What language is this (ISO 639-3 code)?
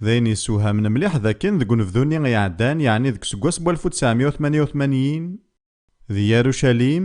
kab